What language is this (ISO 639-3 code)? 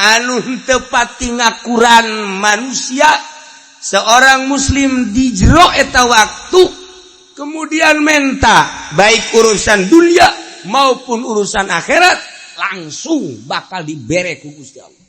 sun